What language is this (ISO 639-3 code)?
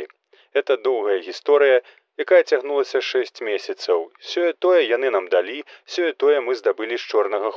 bel